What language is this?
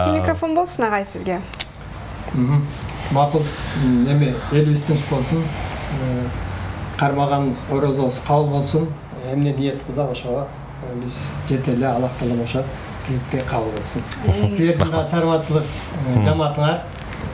Kyrgyz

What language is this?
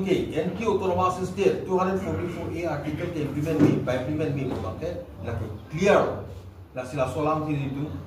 Karbi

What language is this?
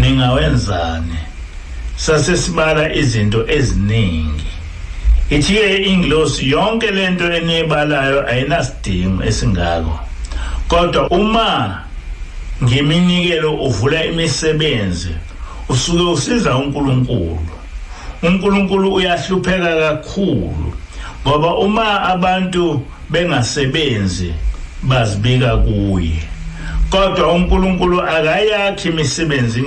Zulu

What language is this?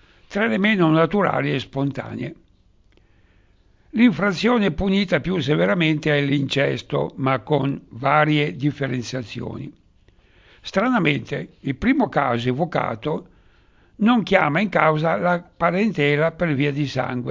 Italian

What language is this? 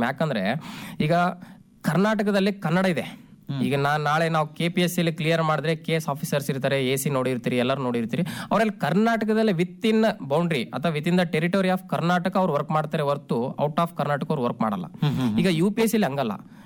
Kannada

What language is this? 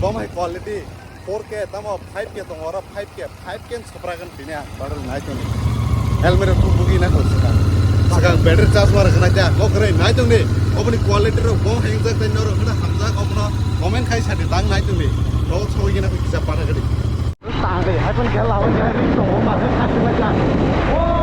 Kok Borok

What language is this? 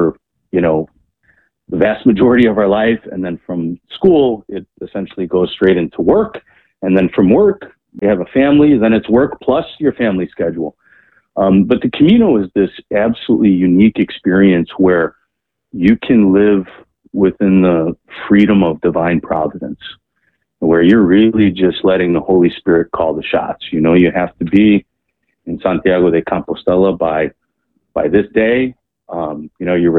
English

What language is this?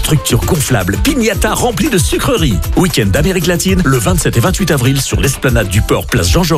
French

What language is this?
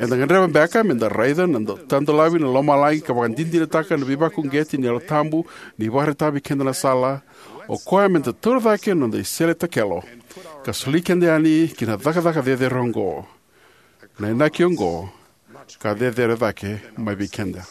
Fijian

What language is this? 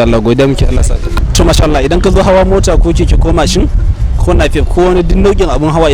Hausa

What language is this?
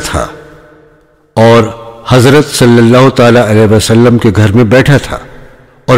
Urdu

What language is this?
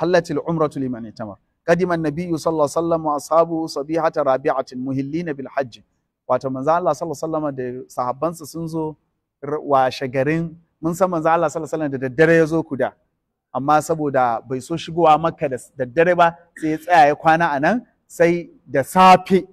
Hausa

